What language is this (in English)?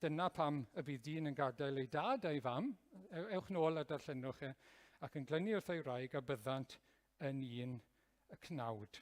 Welsh